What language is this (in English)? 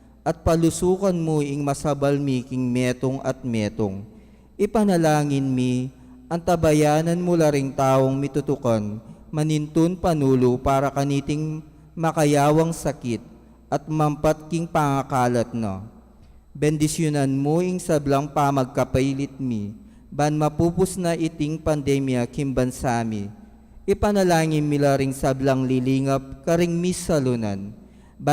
Pampanga